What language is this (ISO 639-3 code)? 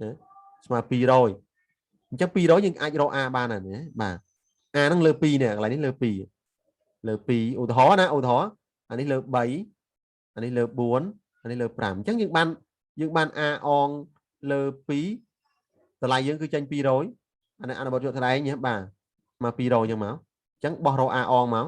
khm